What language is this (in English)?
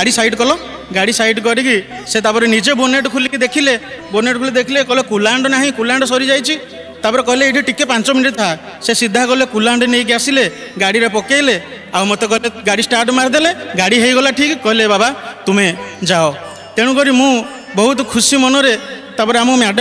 Odia